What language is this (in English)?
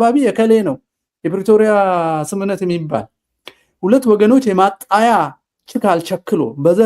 Amharic